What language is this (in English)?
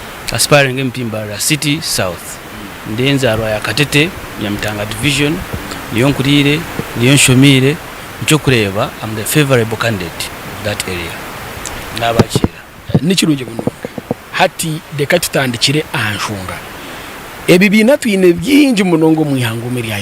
Nyankole